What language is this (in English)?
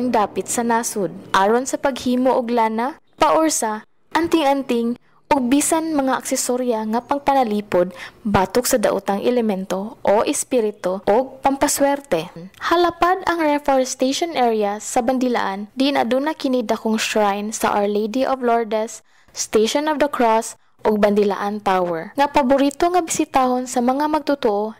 Cebuano